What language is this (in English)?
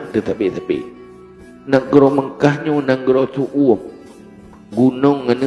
Achinese